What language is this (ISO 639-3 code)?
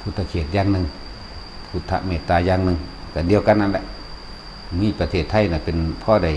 lao